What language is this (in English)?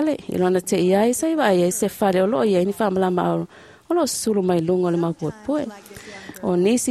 Samoan